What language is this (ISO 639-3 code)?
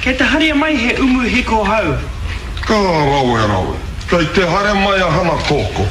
mri